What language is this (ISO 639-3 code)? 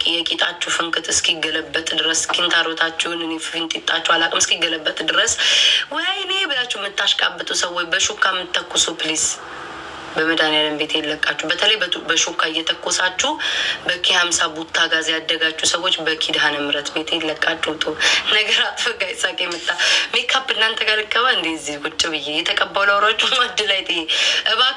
amh